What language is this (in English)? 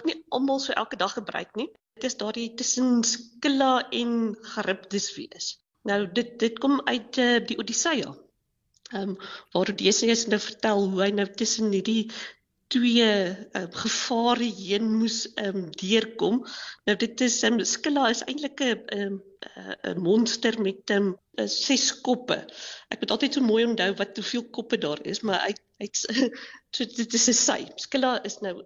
Afrikaans